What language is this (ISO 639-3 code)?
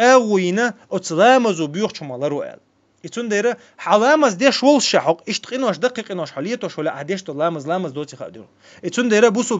che